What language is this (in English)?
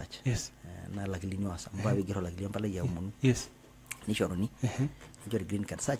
Masai